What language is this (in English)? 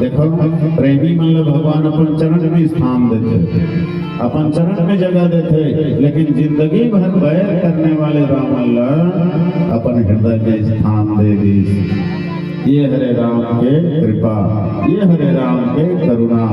Chhattisgarhi